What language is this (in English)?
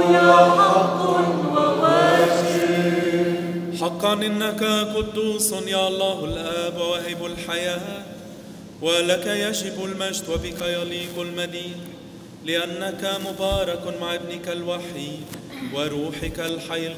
Arabic